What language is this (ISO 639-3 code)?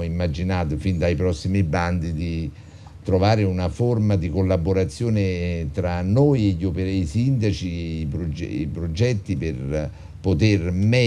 ita